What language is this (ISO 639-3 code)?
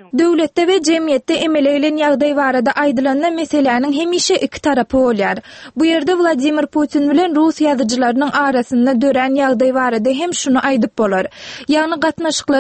tuk